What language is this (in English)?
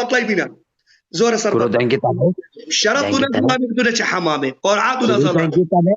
Kurdish